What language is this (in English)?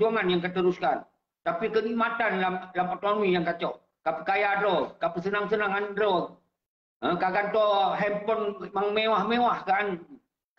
Achinese